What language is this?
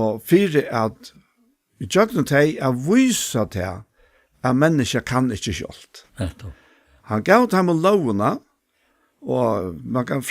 Faroese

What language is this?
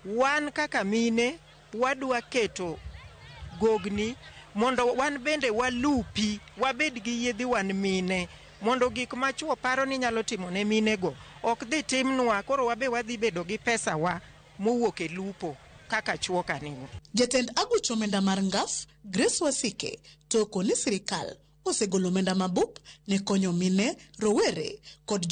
Luo (Kenya and Tanzania)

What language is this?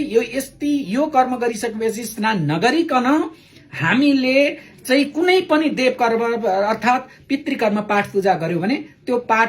Nepali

